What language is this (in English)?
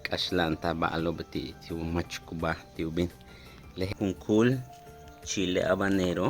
Yucateco